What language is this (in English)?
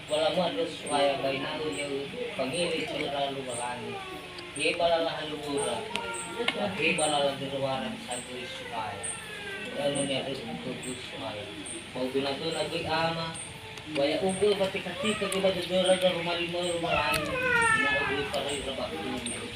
Nias